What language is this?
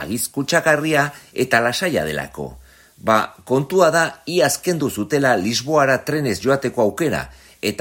Basque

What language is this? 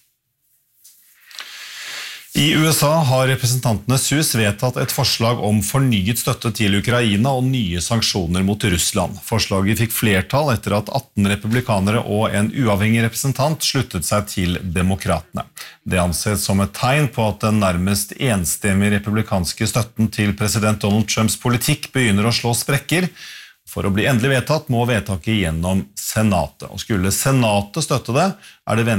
Norwegian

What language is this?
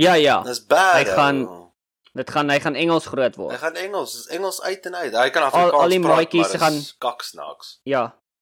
Afrikaans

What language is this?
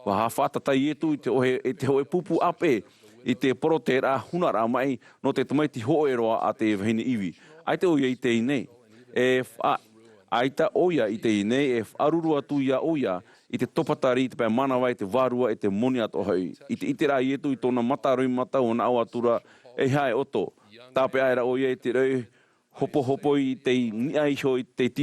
Tahitian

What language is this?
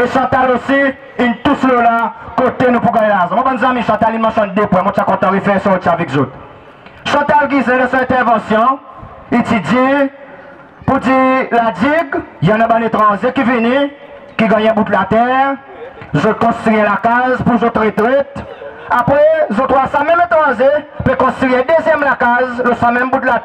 Seselwa Creole French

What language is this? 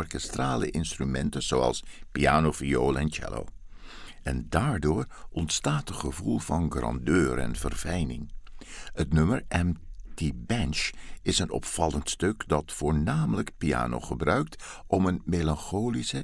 Dutch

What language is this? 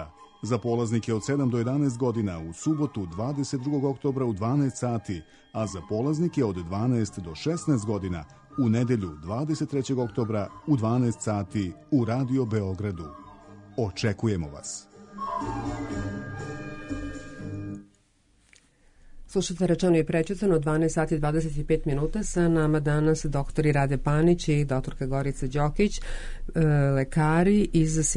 Serbian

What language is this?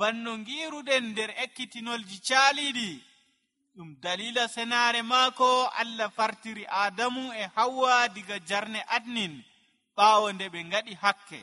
Nigerian Fulfulde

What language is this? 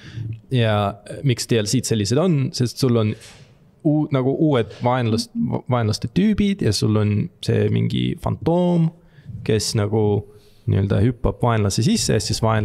Estonian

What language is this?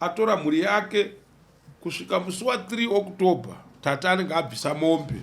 Shona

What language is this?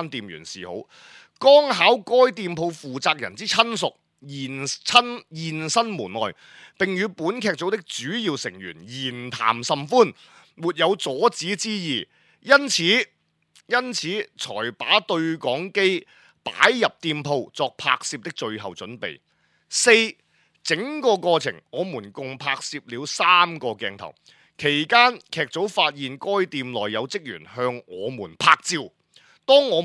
Cantonese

